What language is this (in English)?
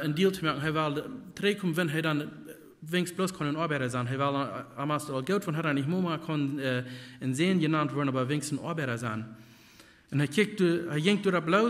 Plautdietsch